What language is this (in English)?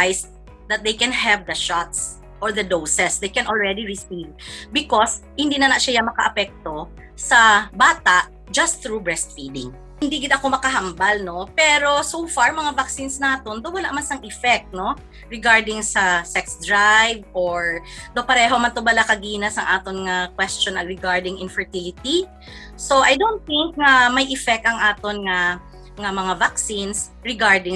Hiligaynon